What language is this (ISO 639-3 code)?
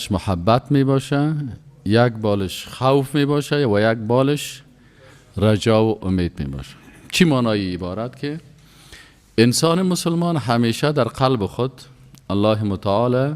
fas